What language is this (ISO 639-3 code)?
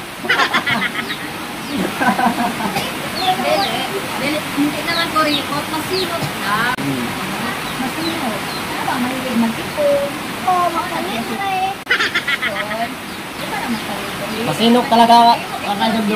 fil